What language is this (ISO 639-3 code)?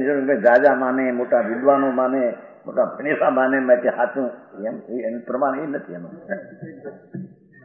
guj